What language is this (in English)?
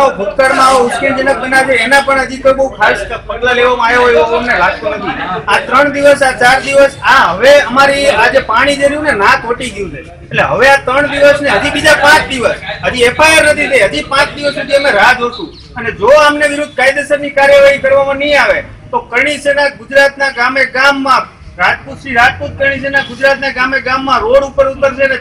Gujarati